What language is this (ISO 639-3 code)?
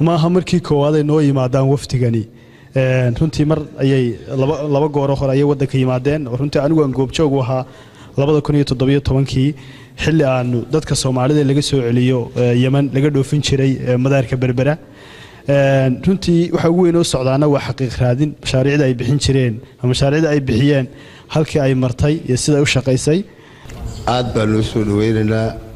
som